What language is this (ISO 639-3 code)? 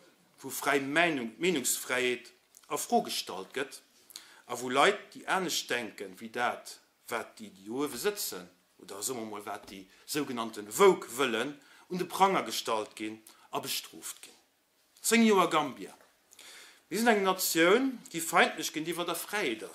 ltz